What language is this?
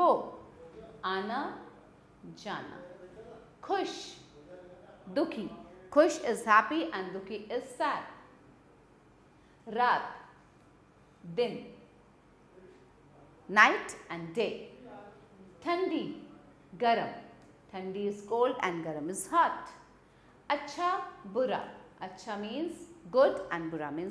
Hindi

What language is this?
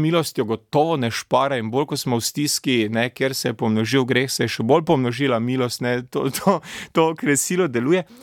Slovenian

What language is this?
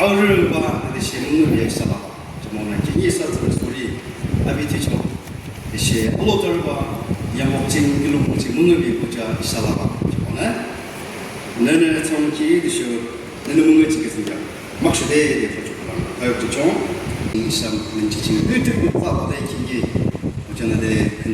Yimchungru Naga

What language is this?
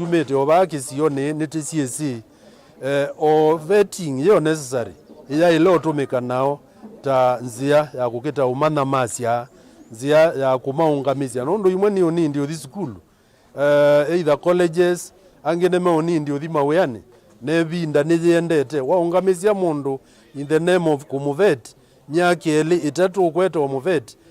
Kamba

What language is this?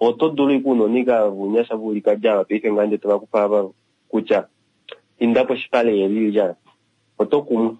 Kuanyama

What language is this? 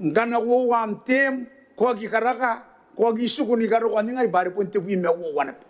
Gilbertese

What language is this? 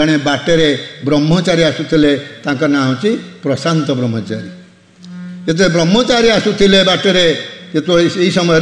Odia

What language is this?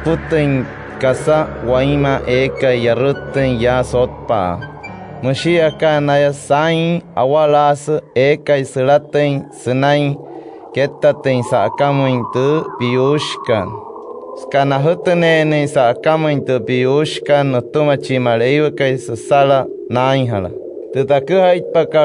Wayuu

